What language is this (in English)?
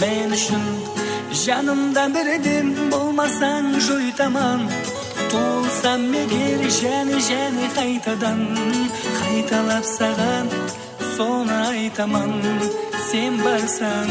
Kara-Kalpak